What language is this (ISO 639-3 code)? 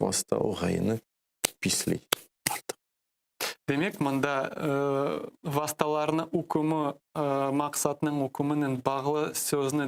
crh